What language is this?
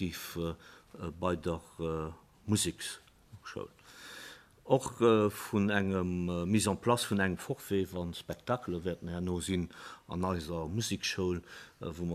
Luxembourgish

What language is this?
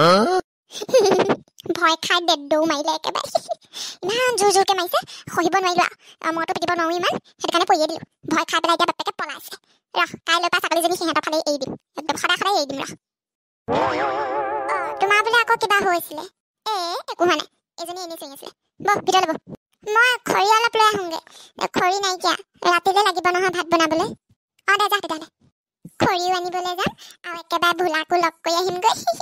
Assamese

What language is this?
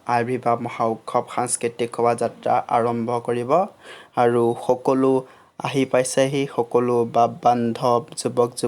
Assamese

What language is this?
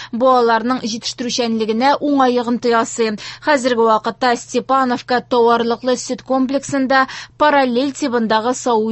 Tatar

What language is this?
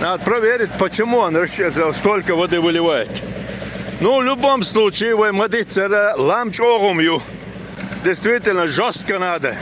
Chechen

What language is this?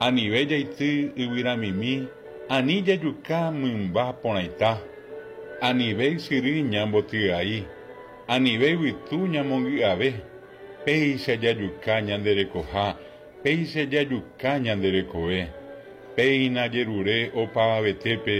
Guarani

